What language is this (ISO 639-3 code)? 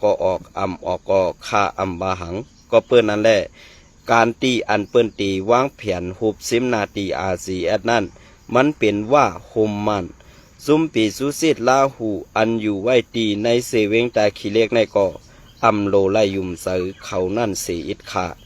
shn